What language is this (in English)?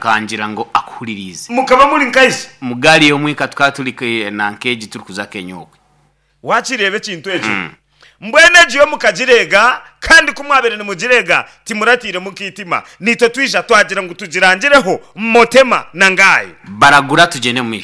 Nyankole